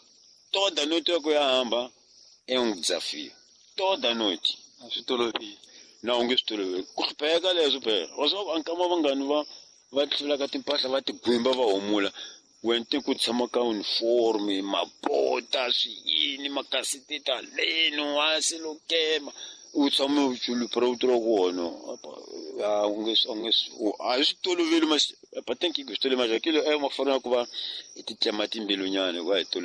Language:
Tsonga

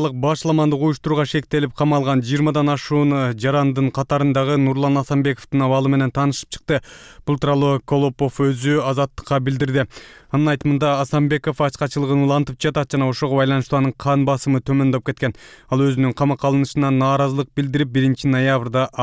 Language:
Kyrgyz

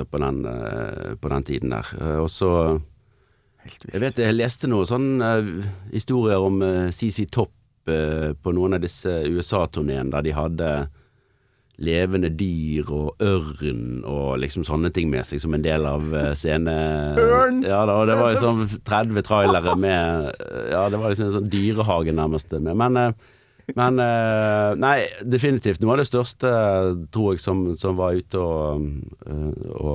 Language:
Norwegian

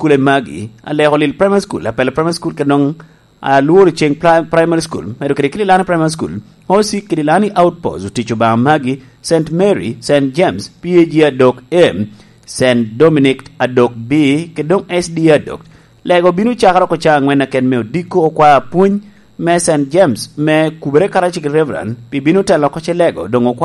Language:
Lango (Uganda)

